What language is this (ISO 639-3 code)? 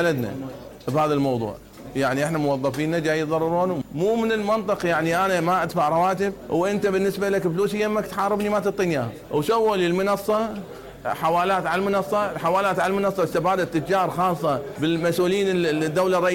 acm